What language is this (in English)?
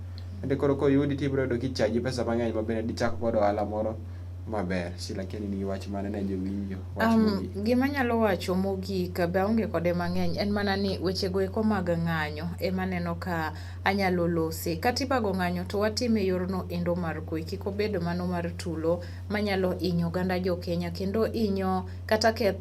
Luo (Kenya and Tanzania)